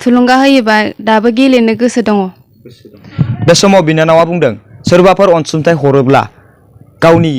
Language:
Bodo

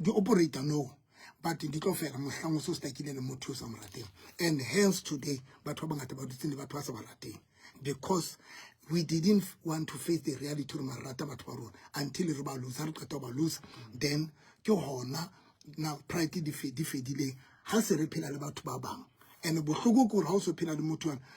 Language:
Southern Sotho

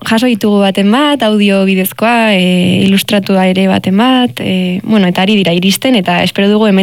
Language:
Basque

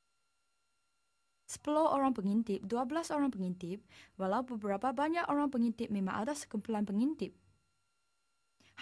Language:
Malay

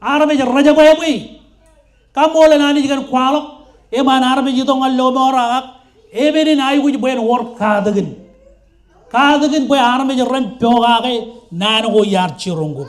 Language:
Marshallese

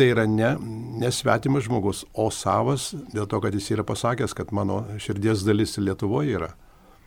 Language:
Lithuanian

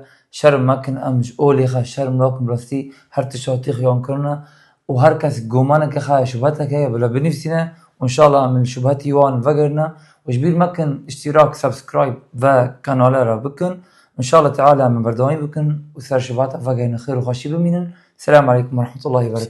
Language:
Kurdish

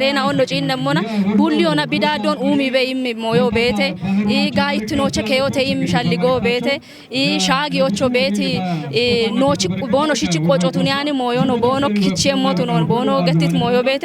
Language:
Kafa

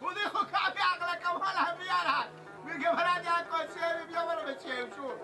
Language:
Persian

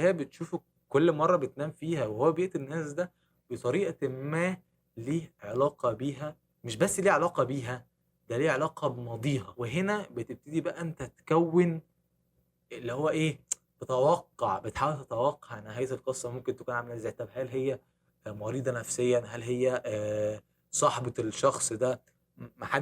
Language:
Egyptian Arabic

